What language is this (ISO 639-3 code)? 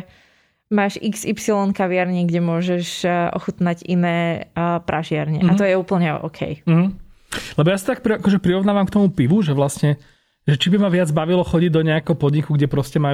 slk